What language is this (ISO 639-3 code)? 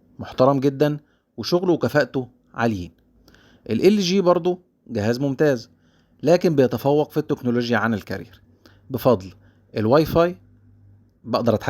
arz